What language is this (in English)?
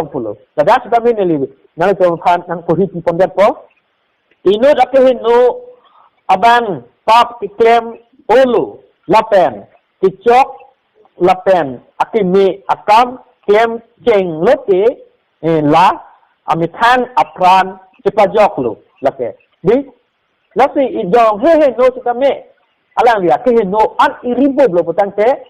Karbi